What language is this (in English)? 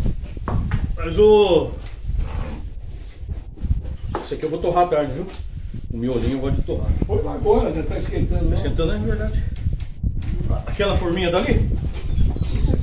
Portuguese